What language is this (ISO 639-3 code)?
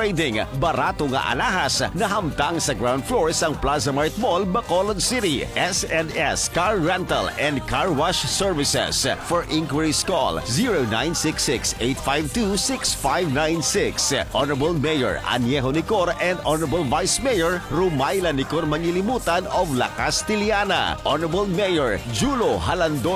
hil